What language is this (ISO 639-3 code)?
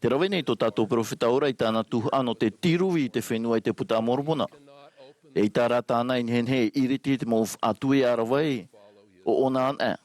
tah